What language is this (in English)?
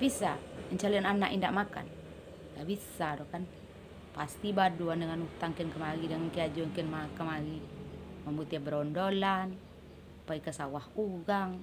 Minangkabau